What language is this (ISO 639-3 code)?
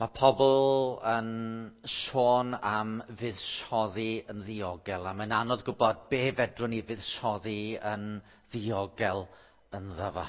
cym